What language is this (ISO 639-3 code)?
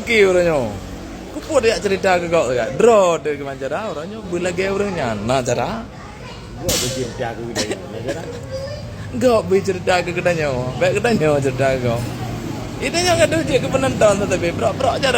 ace